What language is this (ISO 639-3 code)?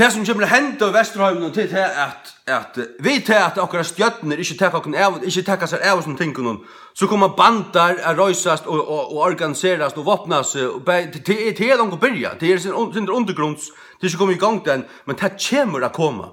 fao